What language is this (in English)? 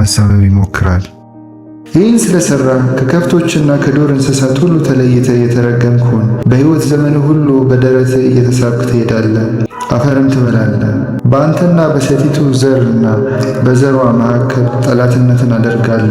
Amharic